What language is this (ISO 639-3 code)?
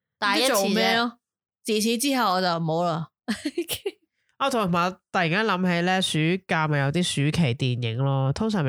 yue